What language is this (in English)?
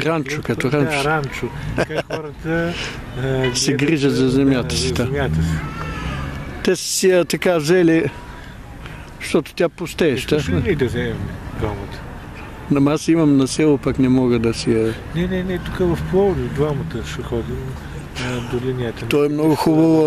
Bulgarian